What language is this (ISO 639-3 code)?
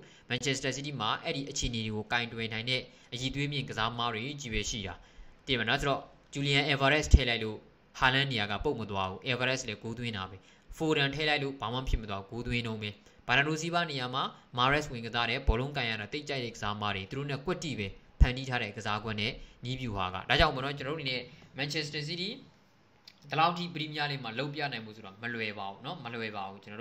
mya